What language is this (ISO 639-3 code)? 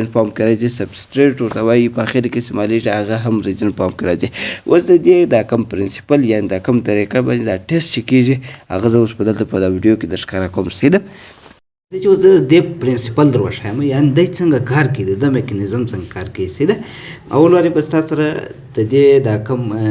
pus